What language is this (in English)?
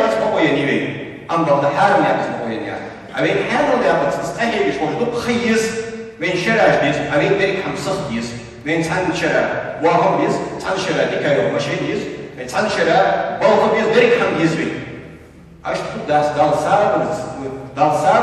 Ingush